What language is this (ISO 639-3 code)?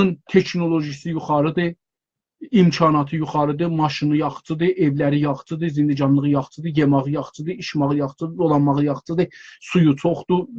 azb